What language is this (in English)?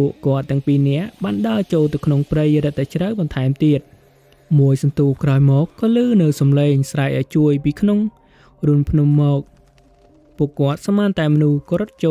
Khmer